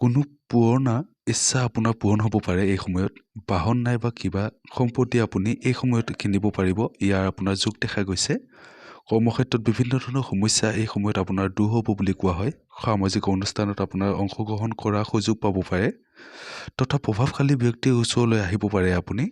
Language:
Assamese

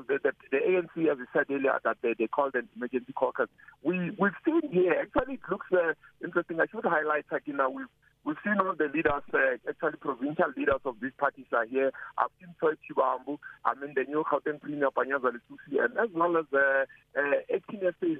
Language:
English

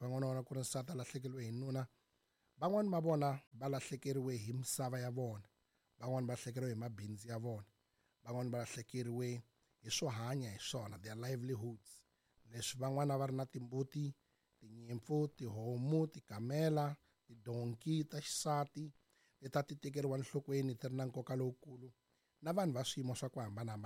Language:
Tsonga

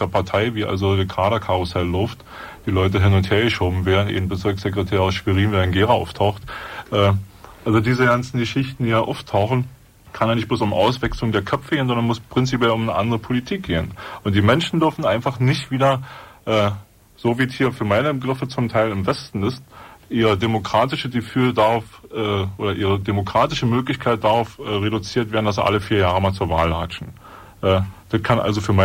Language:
German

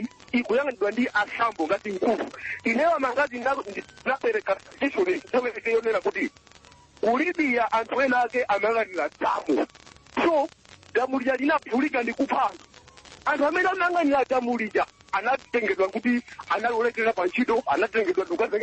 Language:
Nyanja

